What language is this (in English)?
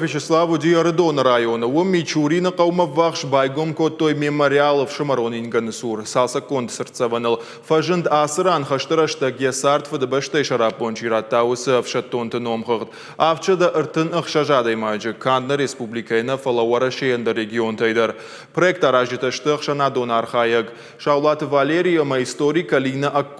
Ossetic